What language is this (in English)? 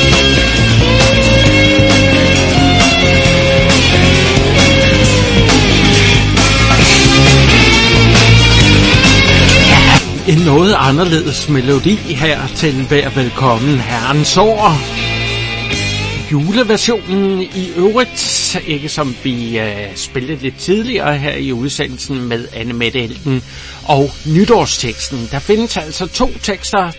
Danish